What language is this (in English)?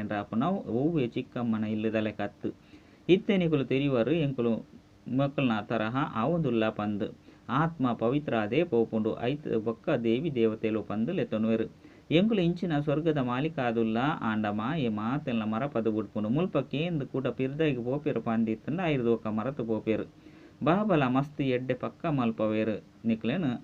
Tulu